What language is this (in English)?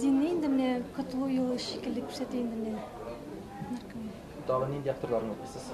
Tatar